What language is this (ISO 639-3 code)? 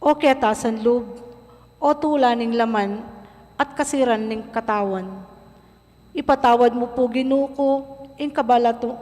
pam